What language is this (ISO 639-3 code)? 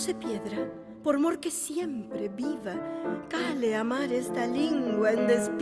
lad